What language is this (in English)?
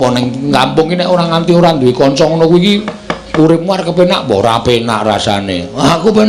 Javanese